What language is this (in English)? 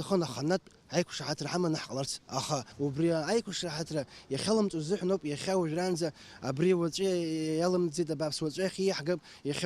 Abkhazian